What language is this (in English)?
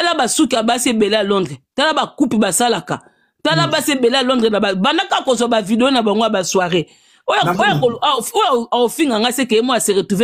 Lingala